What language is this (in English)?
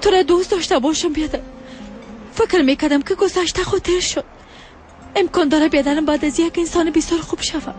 Persian